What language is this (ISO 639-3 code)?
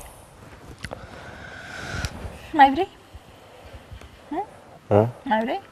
ron